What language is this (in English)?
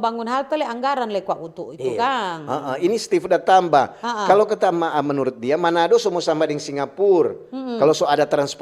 Manado Malay